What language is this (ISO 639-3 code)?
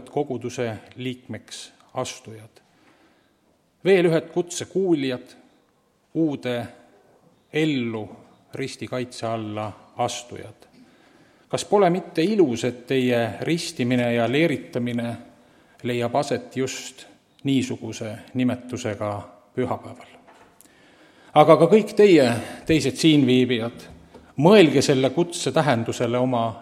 est